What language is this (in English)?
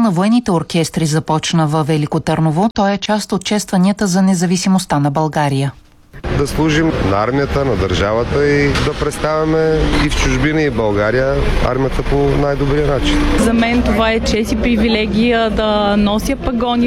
Bulgarian